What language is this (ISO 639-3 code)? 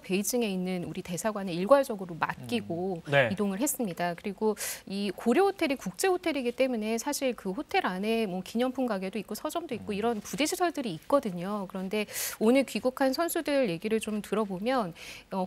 kor